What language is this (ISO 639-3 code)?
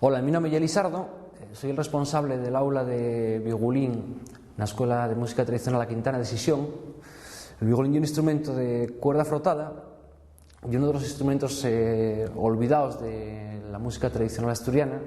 ast